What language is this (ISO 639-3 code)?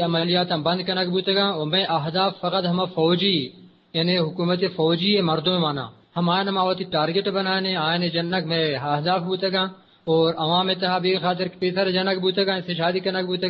bgp